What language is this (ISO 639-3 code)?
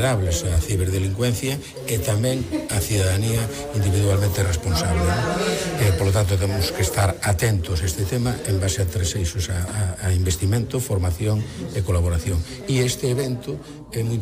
glg